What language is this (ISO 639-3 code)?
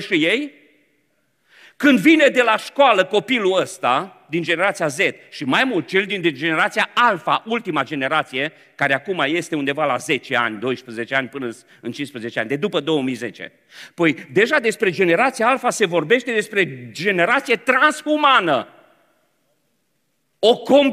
ron